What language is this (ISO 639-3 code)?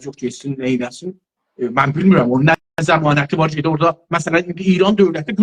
azb